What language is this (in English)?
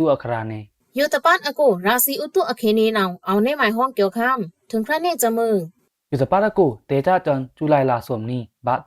Pa'o Karen